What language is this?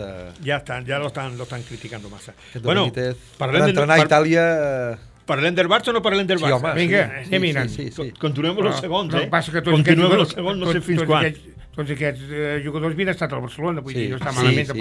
Catalan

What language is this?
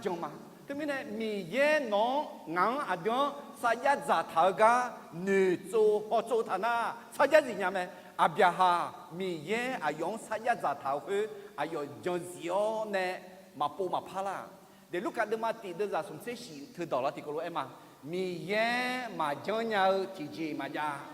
Akha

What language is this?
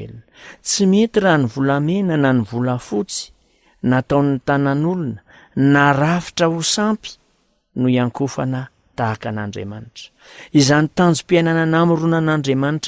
Malagasy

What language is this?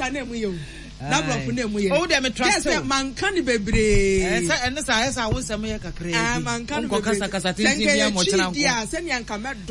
Akan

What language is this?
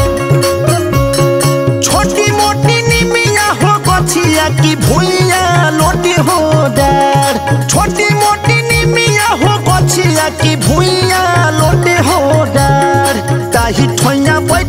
Bhojpuri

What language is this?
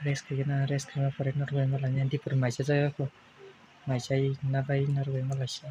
Kok Borok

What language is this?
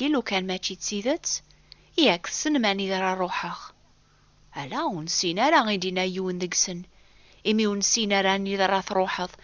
Kabyle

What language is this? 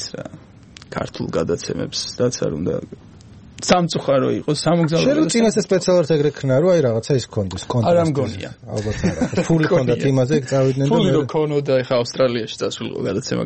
Georgian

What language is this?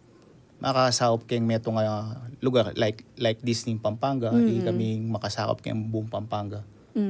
Pampanga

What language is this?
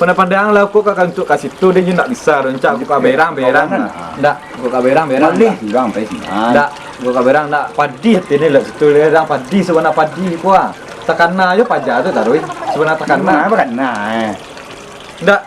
Minangkabau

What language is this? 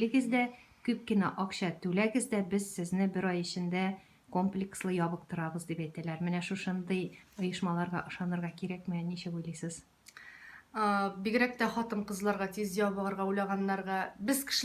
Tatar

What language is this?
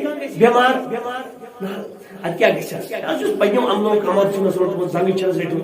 Kashmiri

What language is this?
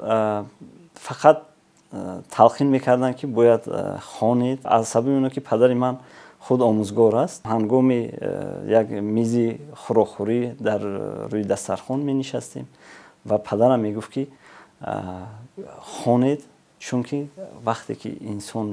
Tajik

